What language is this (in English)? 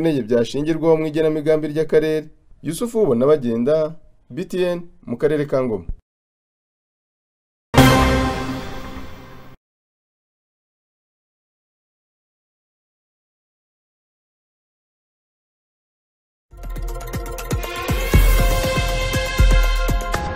Kinyarwanda